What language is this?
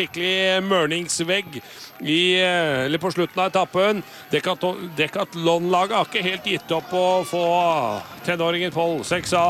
Norwegian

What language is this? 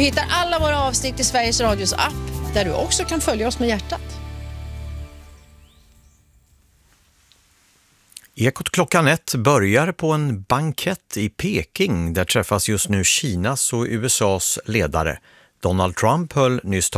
Swedish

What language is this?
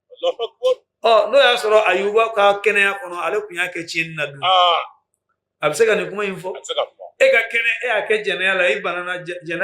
Bambara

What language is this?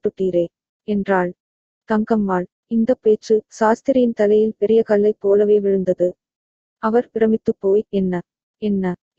Tamil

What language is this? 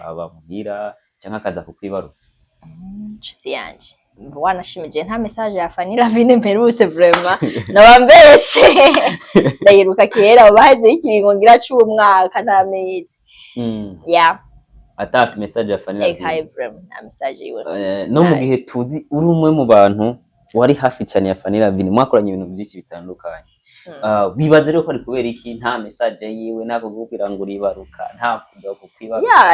Rundi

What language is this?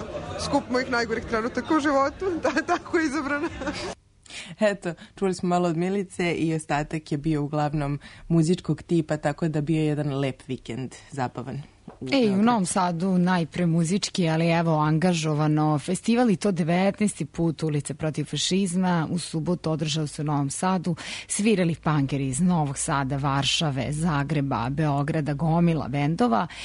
Serbian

